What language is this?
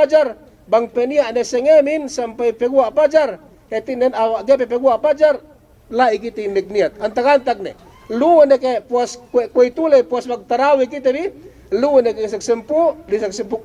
Yakan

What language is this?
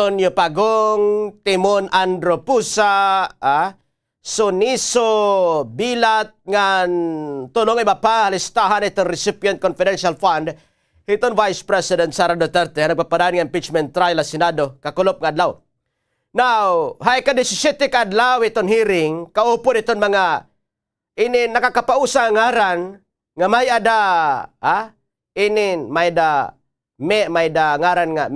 Waray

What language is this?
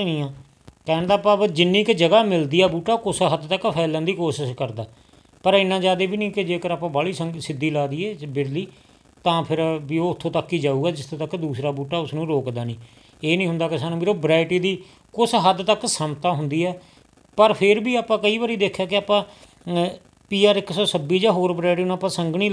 Punjabi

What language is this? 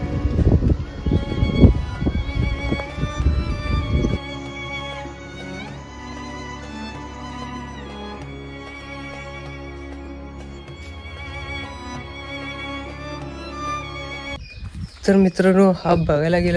Marathi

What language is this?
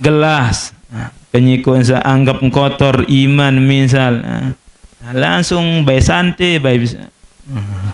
Sasak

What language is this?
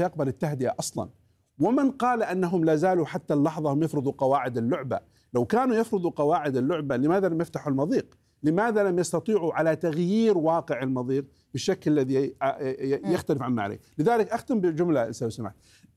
Arabic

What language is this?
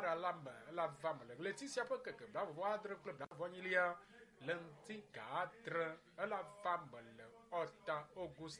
Ewe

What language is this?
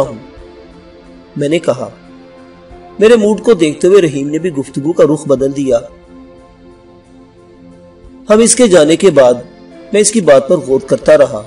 Urdu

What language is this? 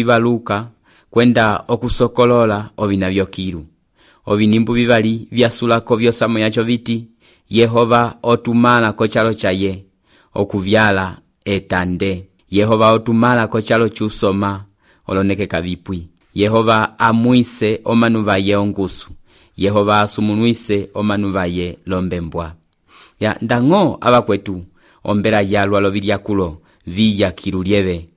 Umbundu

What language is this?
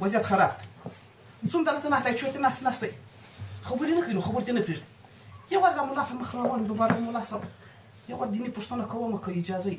Pashto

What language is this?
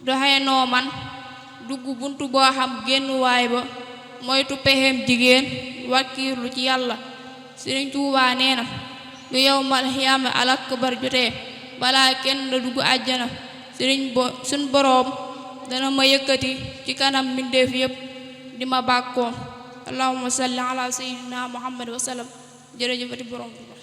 Wolof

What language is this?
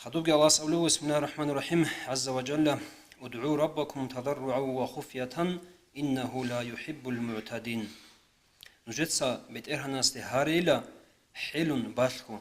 Avaric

